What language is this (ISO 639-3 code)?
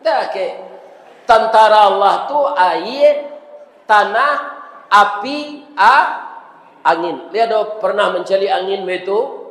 min